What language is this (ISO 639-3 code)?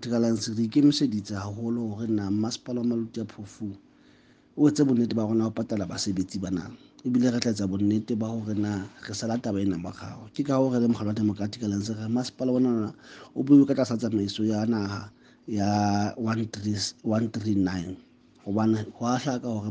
sot